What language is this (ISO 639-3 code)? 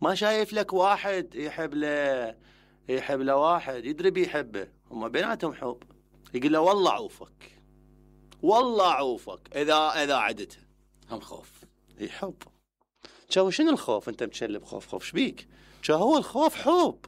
acm